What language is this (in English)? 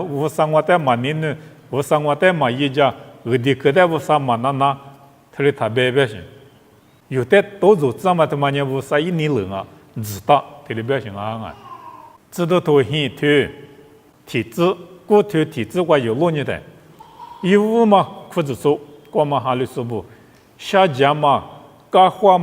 Lisu